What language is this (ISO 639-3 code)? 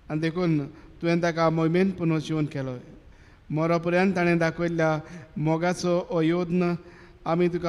kok